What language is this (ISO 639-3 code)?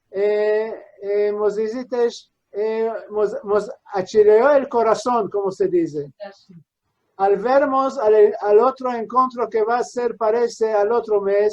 lad